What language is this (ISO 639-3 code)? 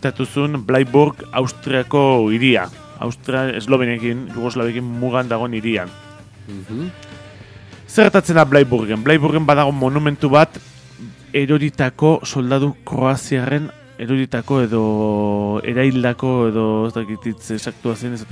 eus